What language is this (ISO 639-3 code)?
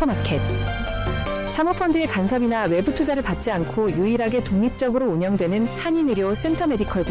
kor